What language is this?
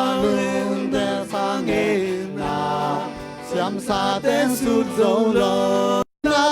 Tedim Chin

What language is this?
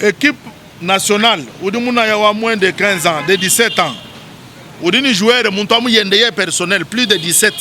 Luba-Lulua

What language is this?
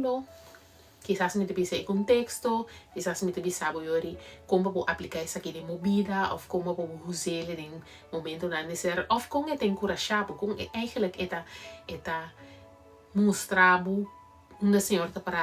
Papiamento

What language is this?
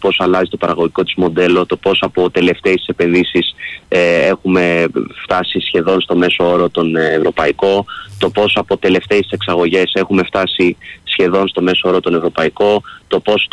Greek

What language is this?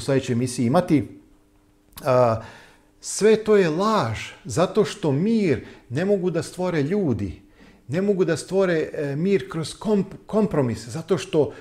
Serbian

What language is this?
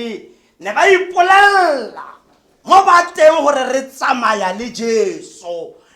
Tswana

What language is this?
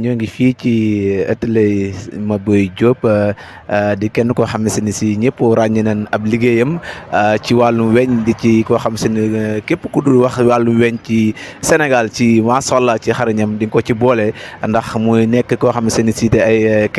Wolof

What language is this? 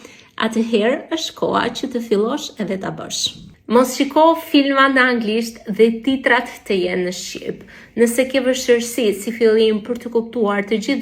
Albanian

